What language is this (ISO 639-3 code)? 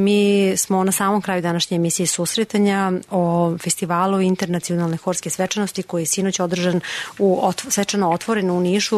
srp